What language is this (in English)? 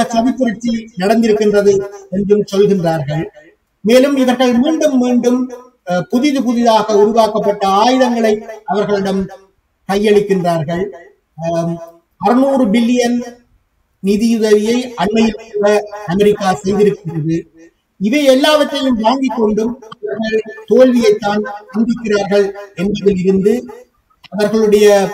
Tamil